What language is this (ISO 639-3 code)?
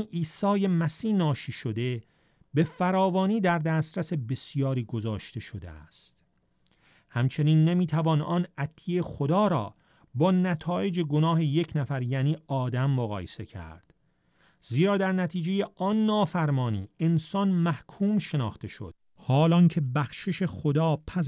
fas